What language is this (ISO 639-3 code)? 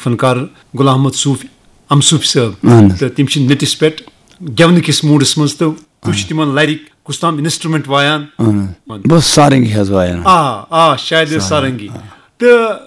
kas